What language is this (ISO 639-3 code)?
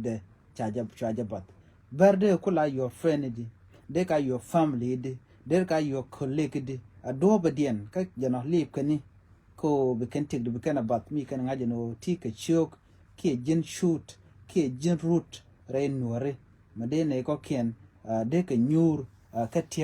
nus